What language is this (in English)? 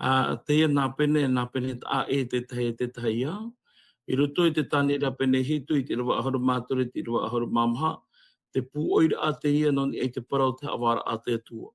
Tahitian